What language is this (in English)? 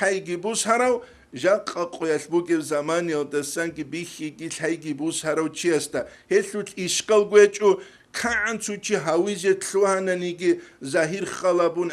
Avaric